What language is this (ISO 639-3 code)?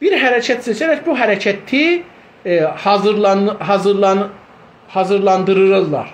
azb